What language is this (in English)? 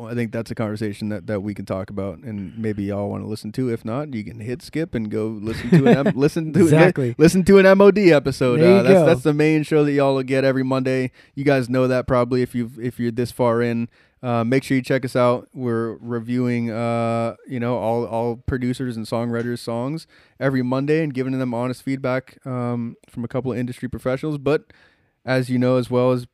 English